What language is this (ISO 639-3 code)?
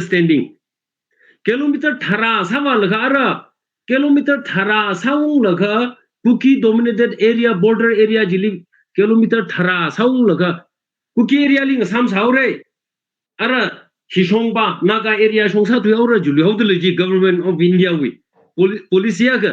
nmf